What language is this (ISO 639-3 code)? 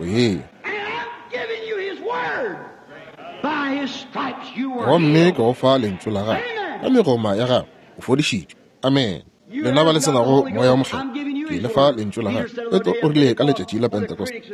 nso